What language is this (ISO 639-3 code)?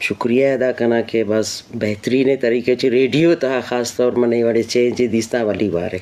bgp